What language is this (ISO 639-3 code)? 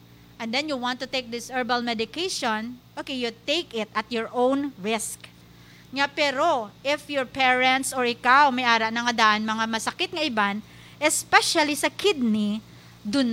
hil